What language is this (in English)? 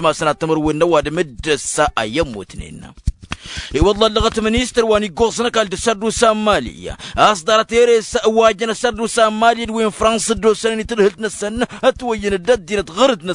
Tamasheq